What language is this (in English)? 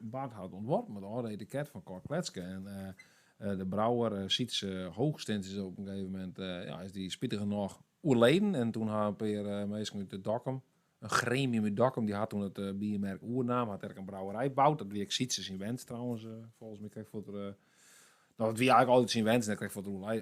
Western Frisian